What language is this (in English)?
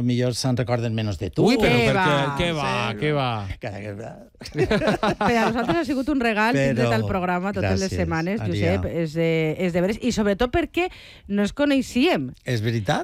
Catalan